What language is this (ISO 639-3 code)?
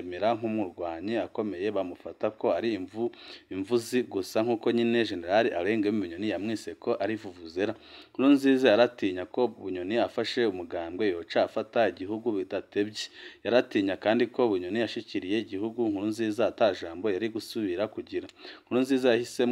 run